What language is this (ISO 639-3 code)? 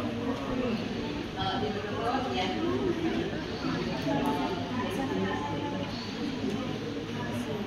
ind